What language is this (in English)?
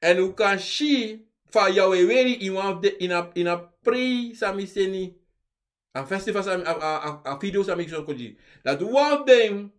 Sranan Tongo